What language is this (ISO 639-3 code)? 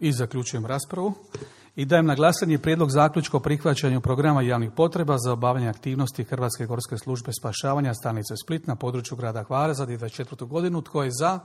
hrv